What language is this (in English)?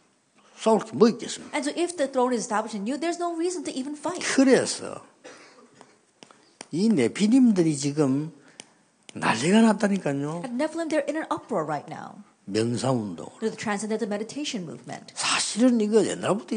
Korean